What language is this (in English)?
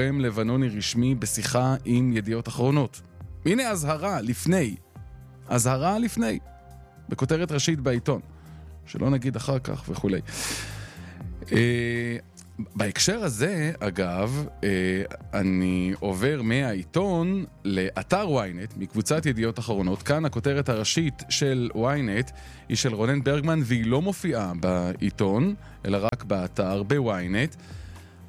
Hebrew